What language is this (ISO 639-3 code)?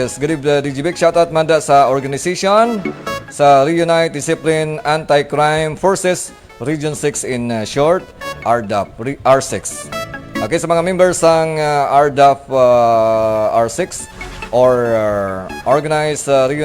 hil